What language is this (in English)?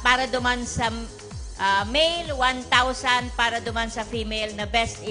Bikol